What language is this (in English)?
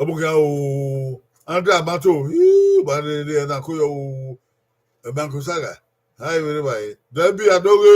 Bini